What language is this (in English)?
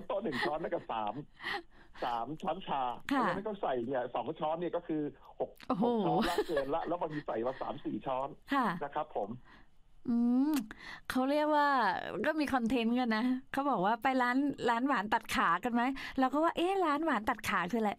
Thai